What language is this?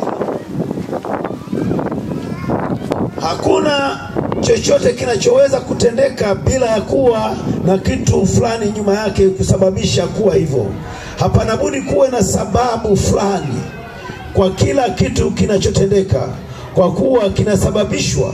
Swahili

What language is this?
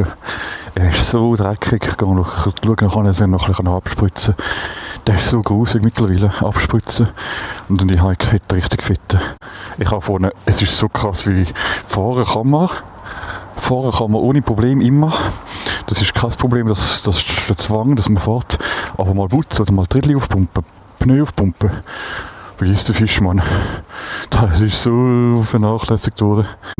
Swiss German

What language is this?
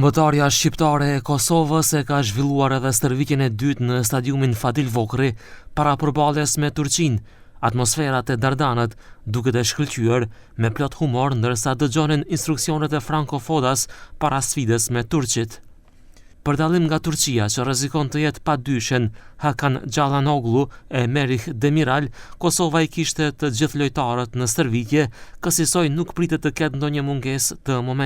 Albanian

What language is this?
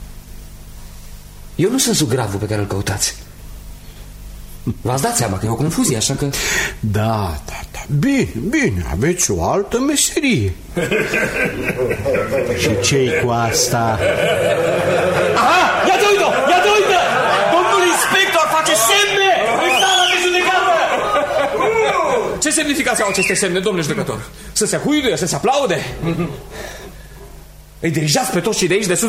Romanian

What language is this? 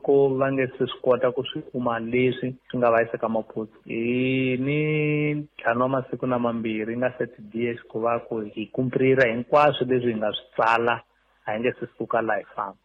Tsonga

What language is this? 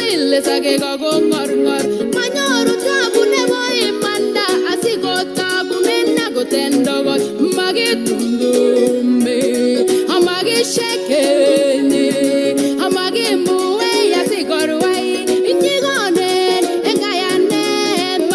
Kalenjin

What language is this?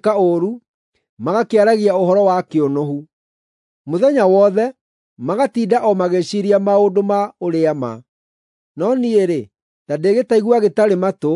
Kikuyu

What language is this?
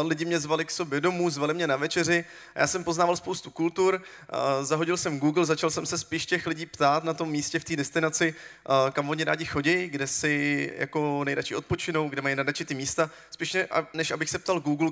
Czech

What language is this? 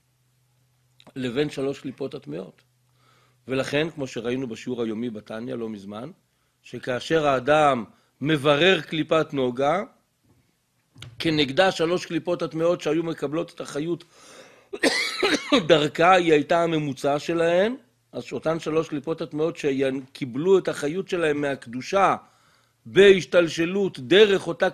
Hebrew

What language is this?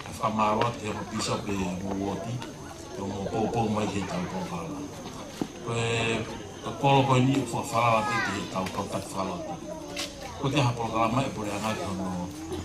Tongan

